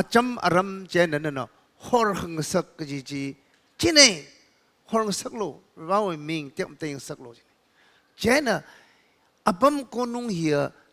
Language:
Tangkhul Naga (India)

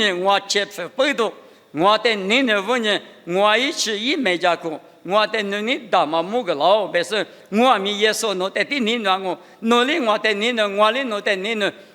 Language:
Lisu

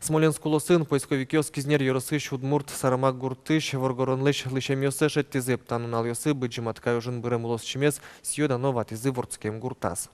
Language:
Udmurt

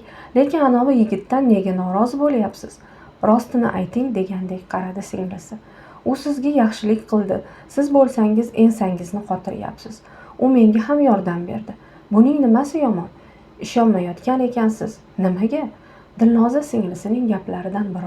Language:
Uzbek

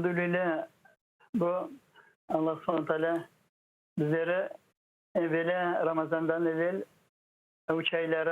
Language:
Crimean Tatar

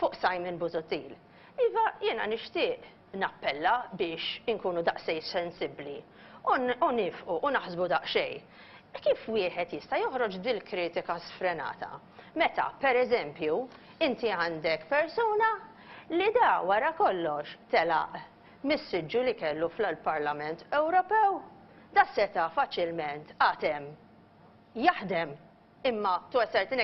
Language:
Maltese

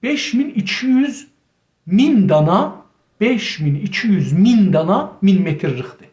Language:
South Azerbaijani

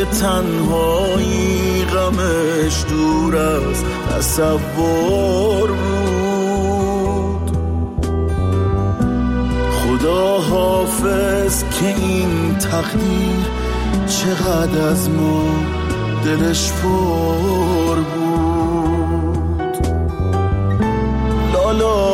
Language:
Persian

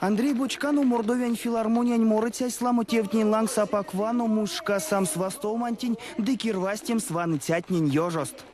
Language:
Erzya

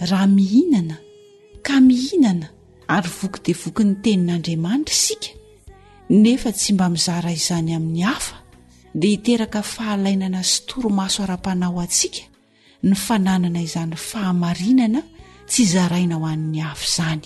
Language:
Malagasy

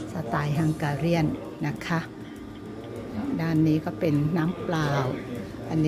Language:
Thai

